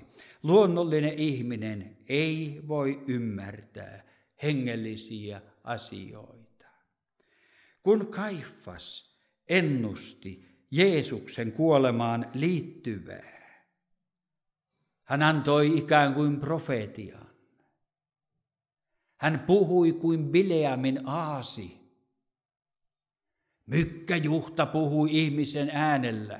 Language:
Finnish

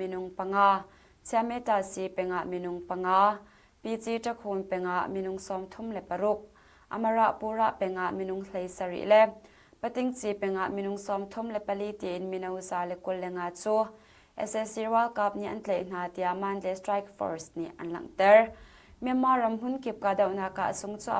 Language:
Hakha Chin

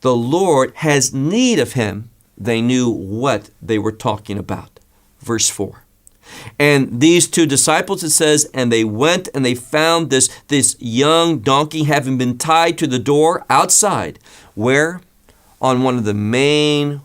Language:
English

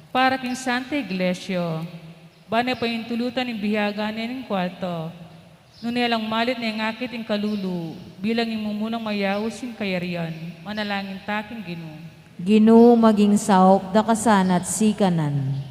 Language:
Pampanga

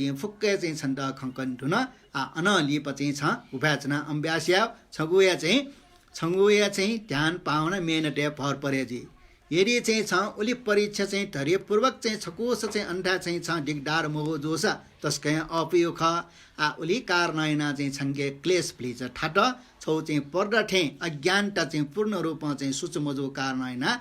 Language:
Newari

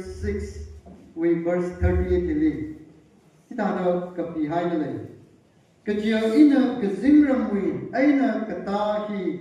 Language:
Tangkhul Naga (India)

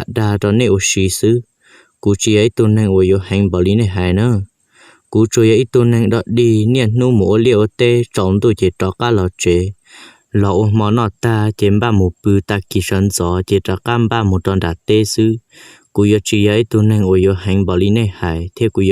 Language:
Hmong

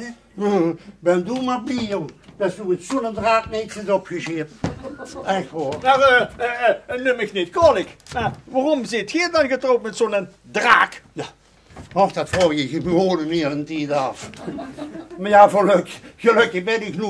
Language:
Limburgish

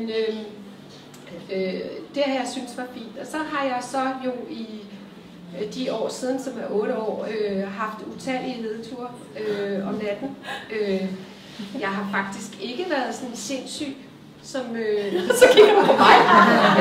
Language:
Danish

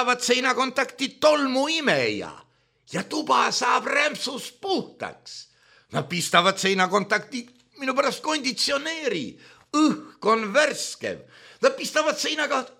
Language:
Estonian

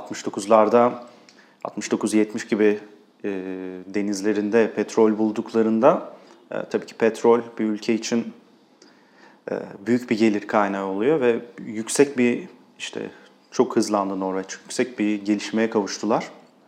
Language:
Turkish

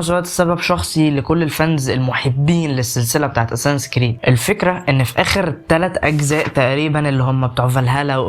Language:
Egyptian Arabic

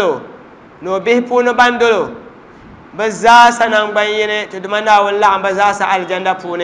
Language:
Dagbani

